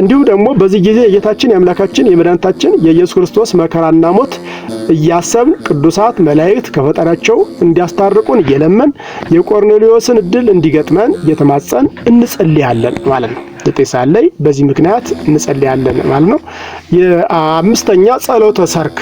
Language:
Amharic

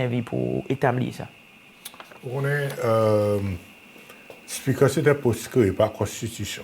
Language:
Seselwa Creole French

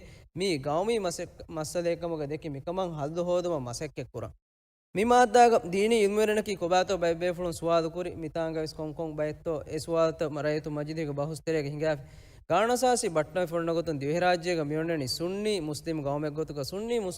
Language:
Divehi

